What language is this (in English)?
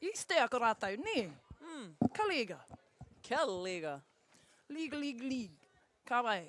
Māori